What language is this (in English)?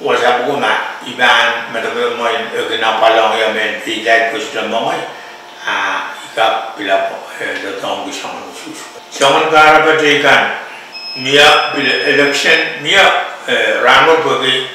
Pohnpeian